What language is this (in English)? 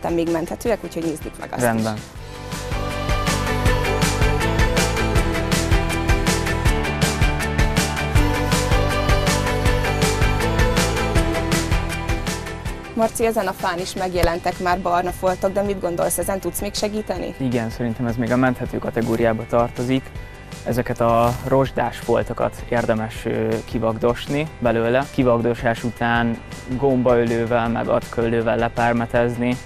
Hungarian